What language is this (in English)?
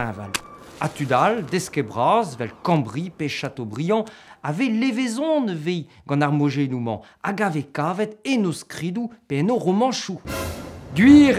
Breton